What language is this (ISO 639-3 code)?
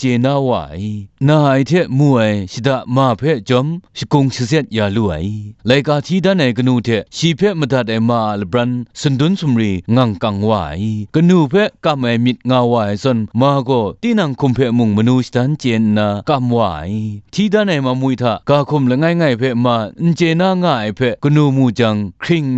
kac